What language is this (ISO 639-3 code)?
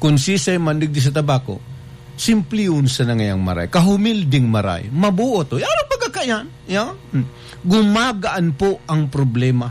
bik